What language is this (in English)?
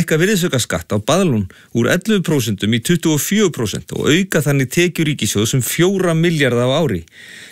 Icelandic